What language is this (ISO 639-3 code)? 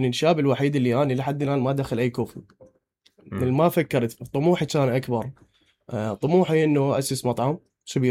acm